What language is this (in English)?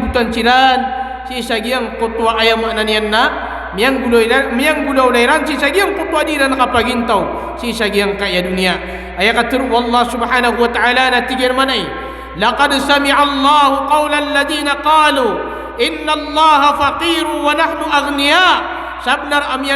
Maranao